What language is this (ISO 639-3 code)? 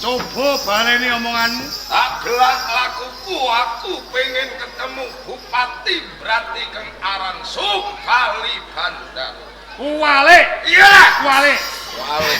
jav